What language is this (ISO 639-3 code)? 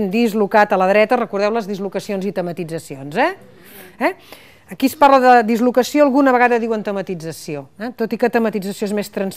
cat